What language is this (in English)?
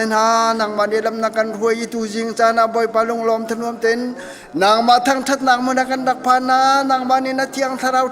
Hakha Chin